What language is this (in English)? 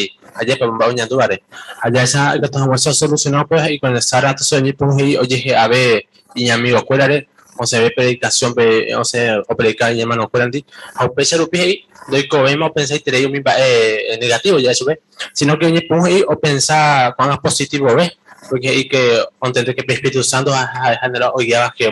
Guarani